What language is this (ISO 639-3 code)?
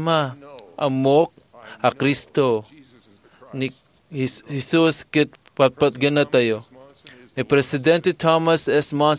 ilo